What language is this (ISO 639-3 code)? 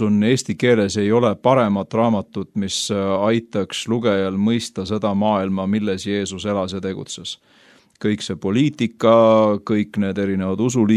est